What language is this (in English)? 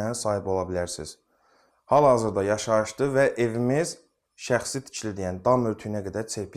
Azerbaijani